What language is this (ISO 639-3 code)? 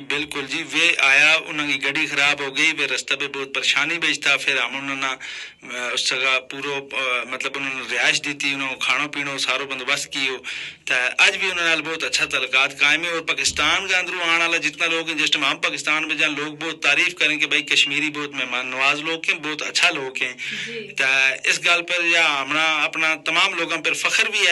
gju